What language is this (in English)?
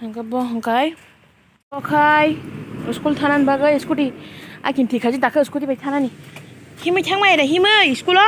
Kok Borok